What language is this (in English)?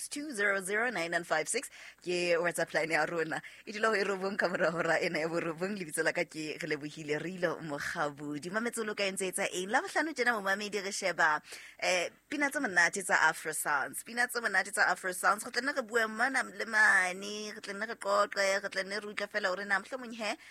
Southern Sotho